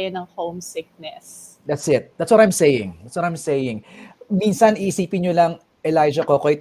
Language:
Filipino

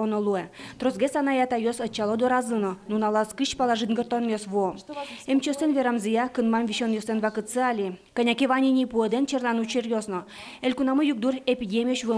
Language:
Udmurt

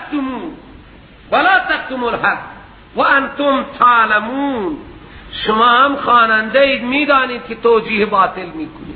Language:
Persian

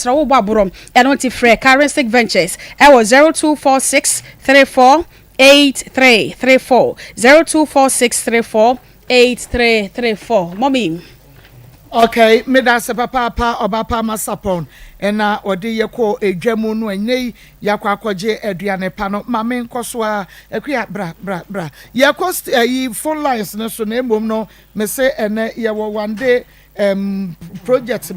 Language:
Akan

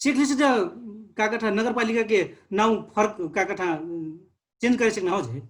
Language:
Dangaura Tharu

